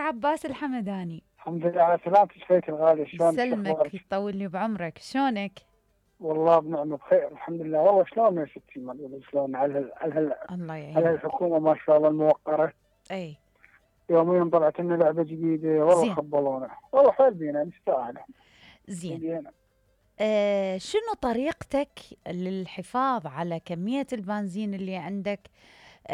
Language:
Mesopotamian Arabic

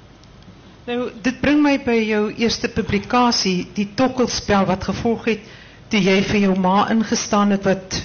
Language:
Afrikaans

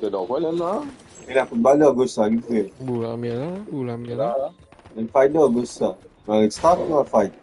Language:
Morisyen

